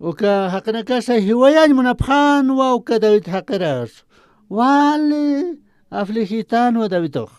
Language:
Aymara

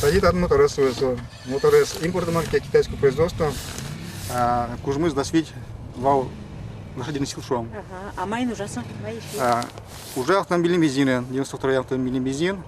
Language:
Udmurt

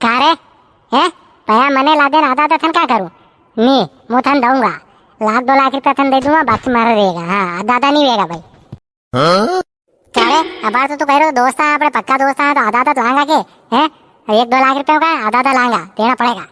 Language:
Rajasthani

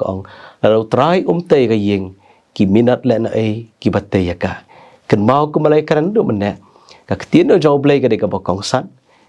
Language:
Khasi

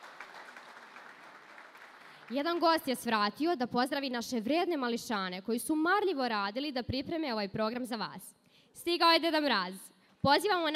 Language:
Serbian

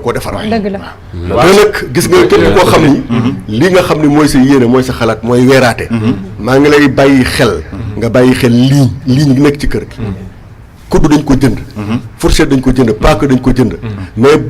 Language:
Wolof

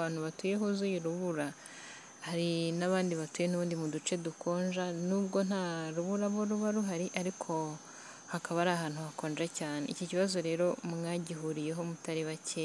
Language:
Kinyarwanda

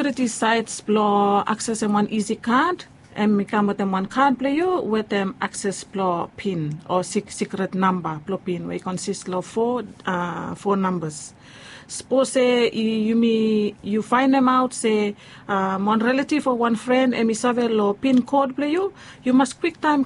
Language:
Bislama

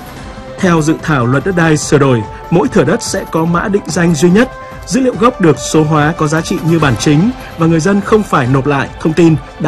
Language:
Vietnamese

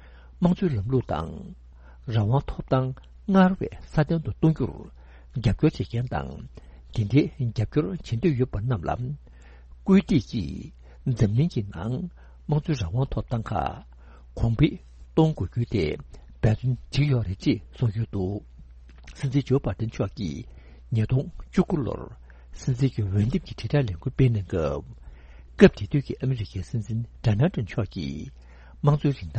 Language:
Tibetan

